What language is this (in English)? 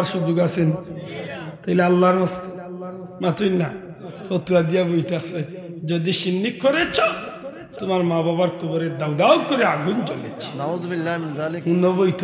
Sylheti